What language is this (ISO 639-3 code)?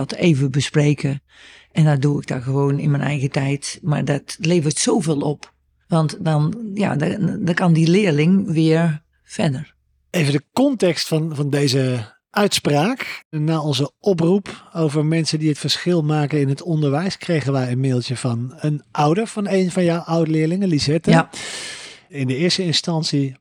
nld